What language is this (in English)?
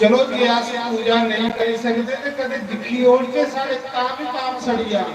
Dogri